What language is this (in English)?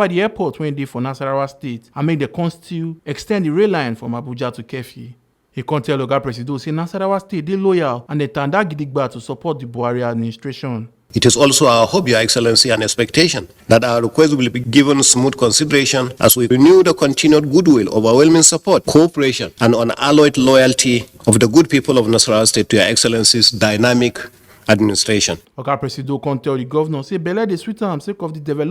Nigerian Pidgin